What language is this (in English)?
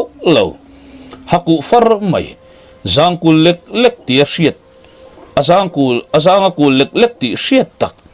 Mizo